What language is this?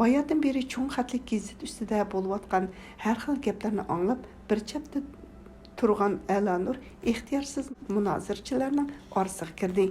Uyghur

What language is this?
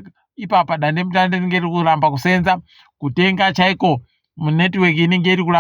Ndau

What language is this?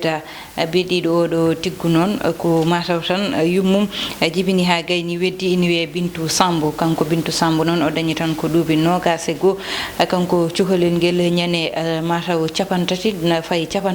Fula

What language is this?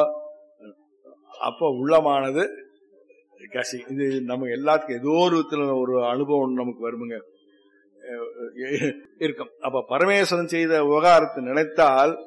Tamil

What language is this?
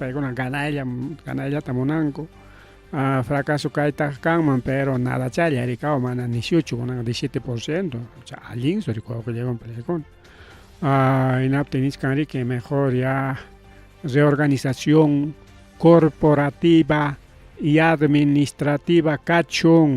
Ayacucho Quechua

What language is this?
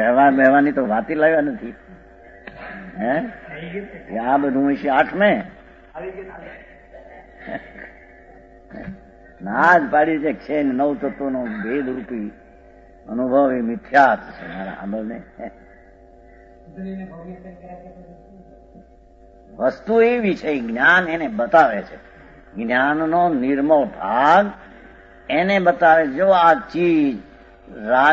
Gujarati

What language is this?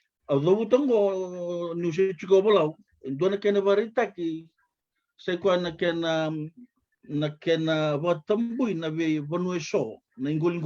Fijian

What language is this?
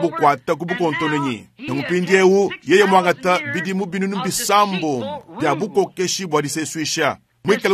Luba-Lulua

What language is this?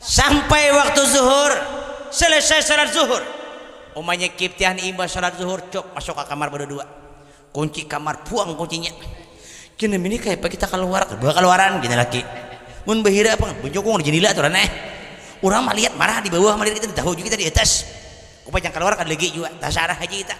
Banjar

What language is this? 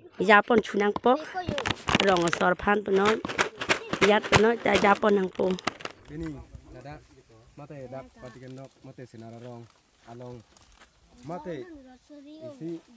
Karbi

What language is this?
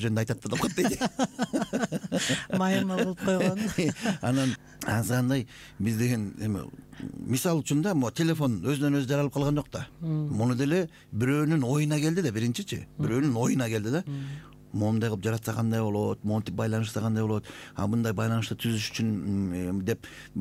Kyrgyz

